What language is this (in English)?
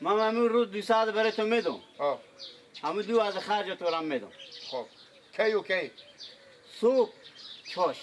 Persian